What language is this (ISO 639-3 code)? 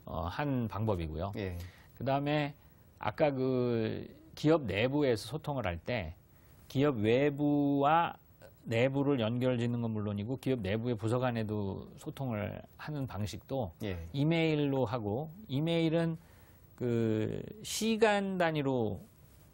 kor